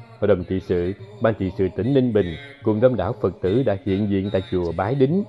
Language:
Vietnamese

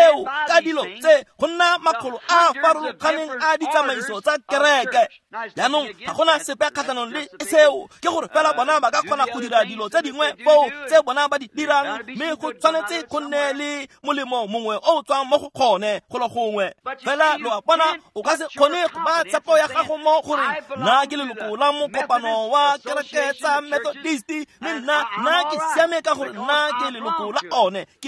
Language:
Tswana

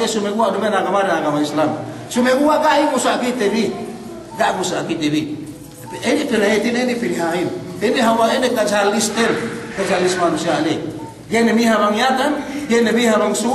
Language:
Yakan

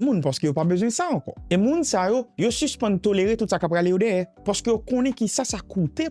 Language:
Haitian Creole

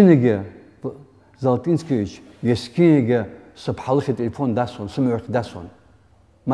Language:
Abkhazian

